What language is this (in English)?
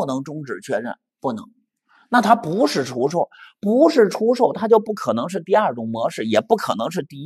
Chinese